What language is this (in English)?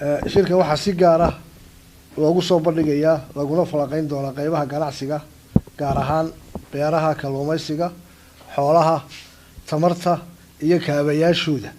Somali